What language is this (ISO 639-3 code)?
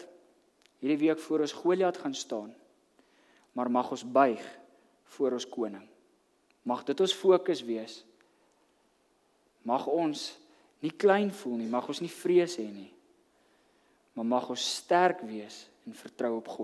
afr